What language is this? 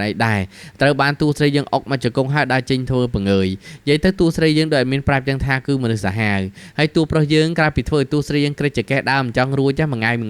Khmer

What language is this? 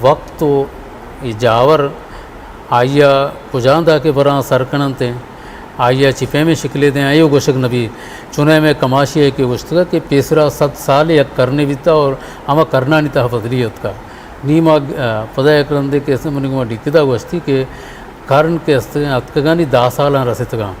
Eastern Balochi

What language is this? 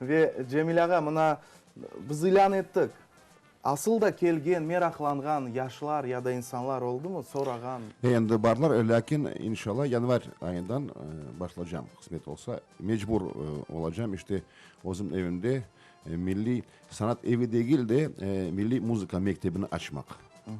Crimean Tatar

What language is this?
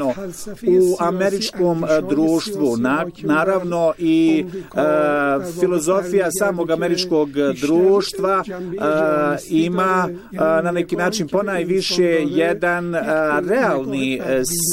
Bosnian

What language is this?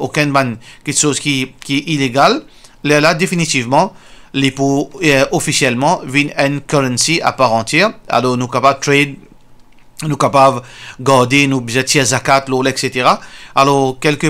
Morisyen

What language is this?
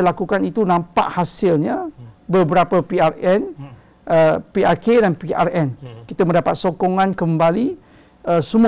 Malay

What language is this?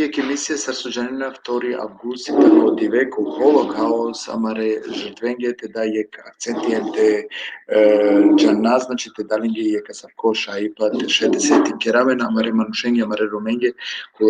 Balkan Romani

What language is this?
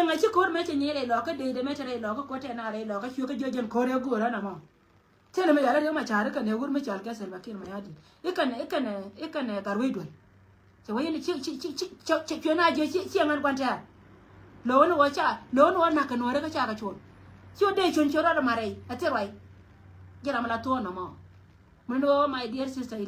Nuer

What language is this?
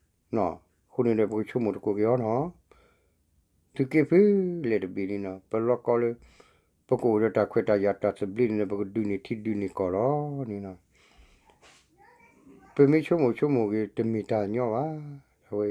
S'gaw Karen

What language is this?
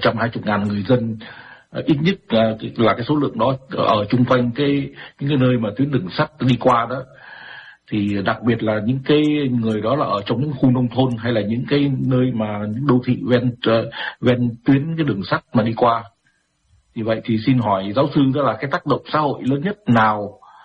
Vietnamese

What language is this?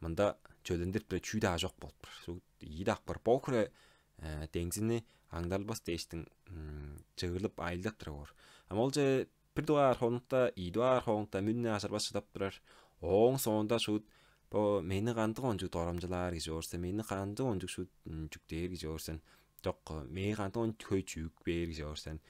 Tuvinian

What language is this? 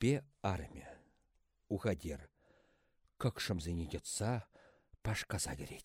Chuvash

